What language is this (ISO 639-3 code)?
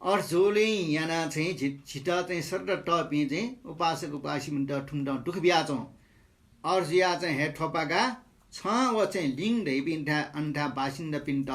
new